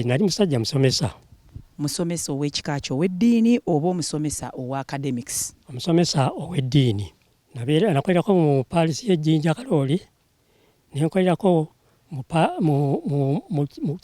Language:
Ganda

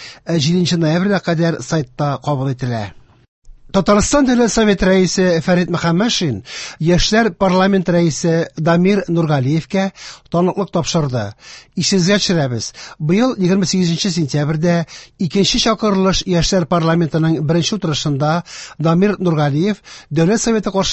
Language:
Tatar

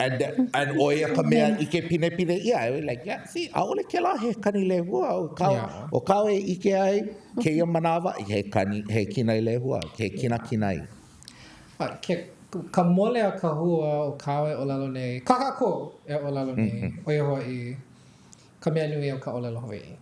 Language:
Hawaiian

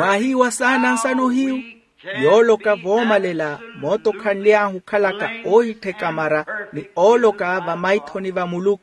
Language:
Makhuwa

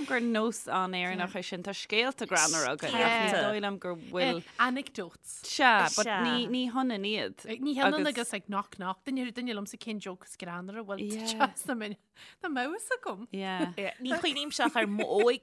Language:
Irish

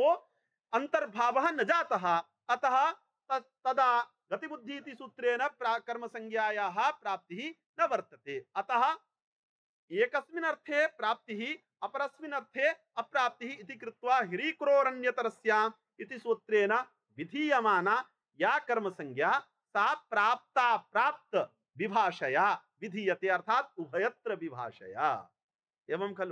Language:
Sanskrit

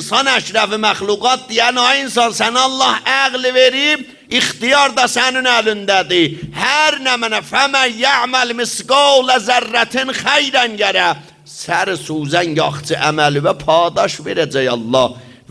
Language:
South Azerbaijani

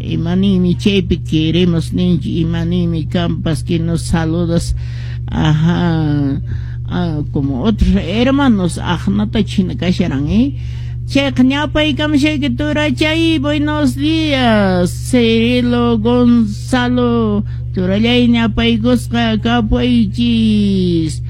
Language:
Quechua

